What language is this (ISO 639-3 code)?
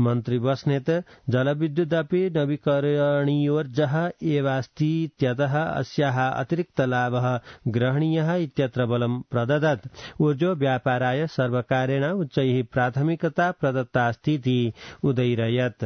san